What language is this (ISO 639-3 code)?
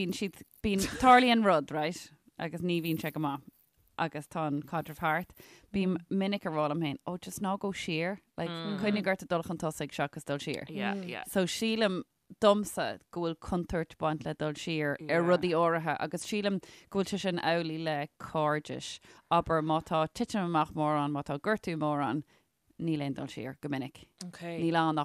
gle